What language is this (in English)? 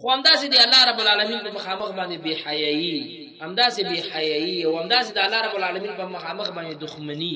Pashto